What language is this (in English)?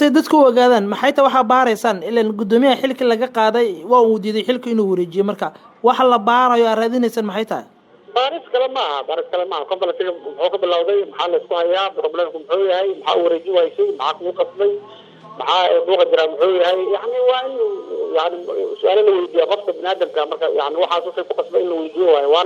Somali